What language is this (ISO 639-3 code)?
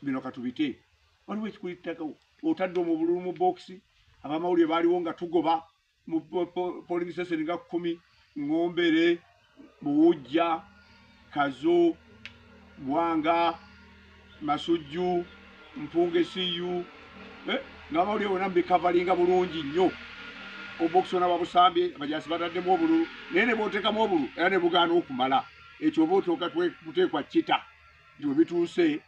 lug